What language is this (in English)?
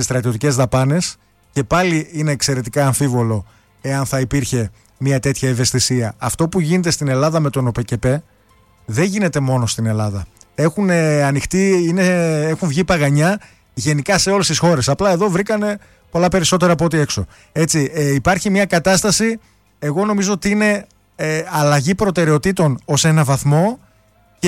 Greek